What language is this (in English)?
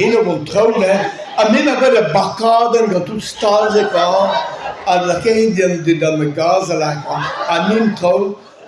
Breton